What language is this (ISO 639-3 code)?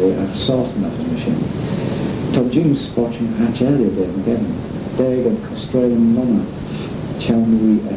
glv